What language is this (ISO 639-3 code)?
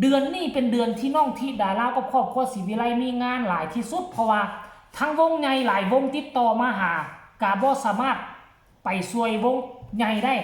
tts